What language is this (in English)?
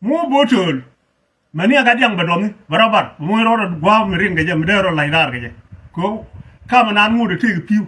Nuer